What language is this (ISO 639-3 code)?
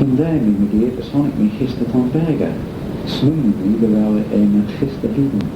glv